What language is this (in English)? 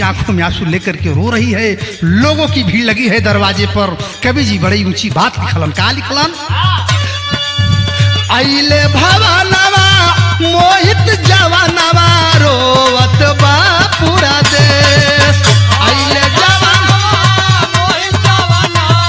Bhojpuri